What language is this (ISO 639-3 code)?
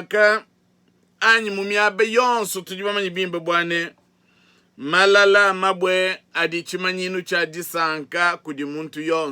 lua